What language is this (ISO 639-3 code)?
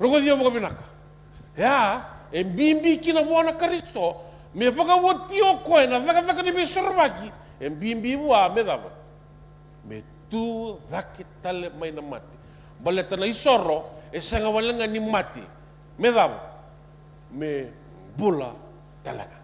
fij